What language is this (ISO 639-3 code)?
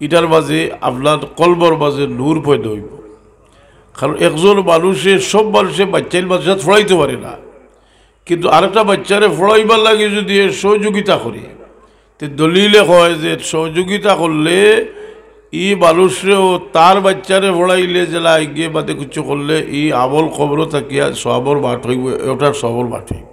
syl